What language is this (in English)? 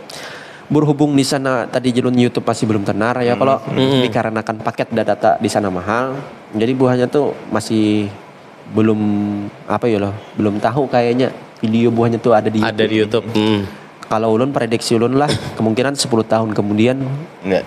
Banjar